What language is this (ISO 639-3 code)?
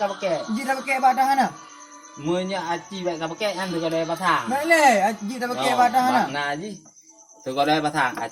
ace